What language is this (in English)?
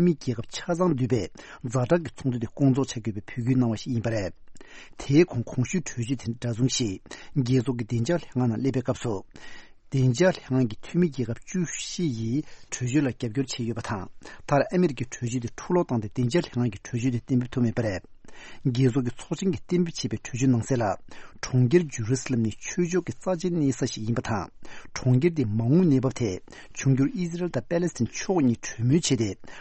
Tibetan